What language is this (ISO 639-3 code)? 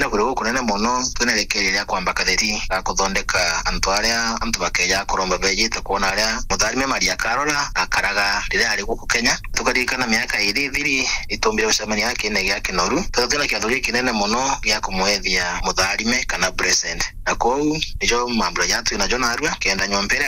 mer